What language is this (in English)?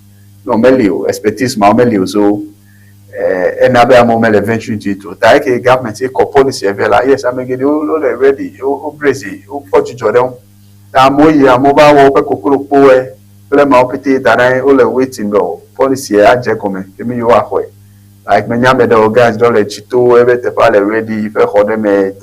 Ewe